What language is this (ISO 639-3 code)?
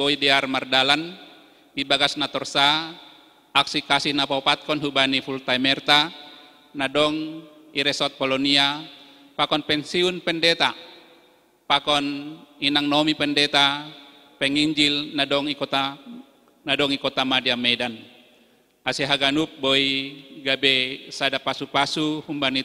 bts